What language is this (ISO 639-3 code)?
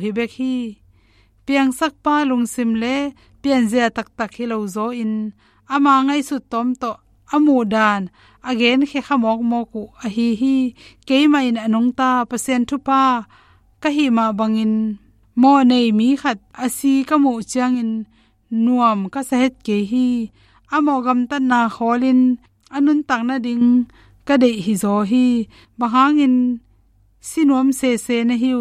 ctd